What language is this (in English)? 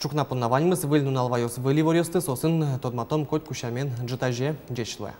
Udmurt